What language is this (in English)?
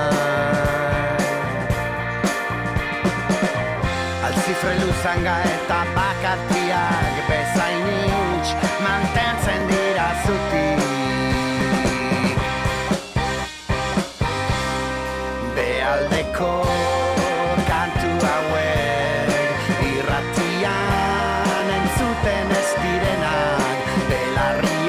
Basque